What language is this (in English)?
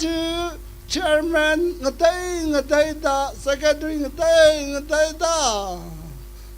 Tangkhul Naga (India)